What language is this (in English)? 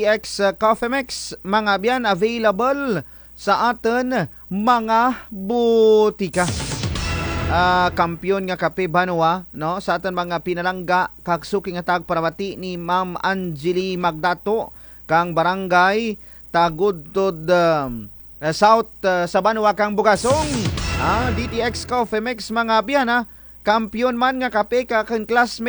Kinaray-a